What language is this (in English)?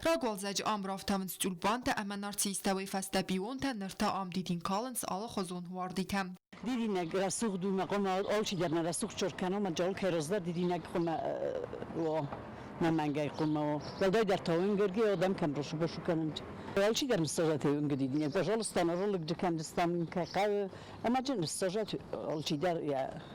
Ossetic